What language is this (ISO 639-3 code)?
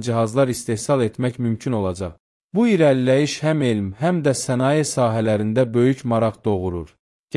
aze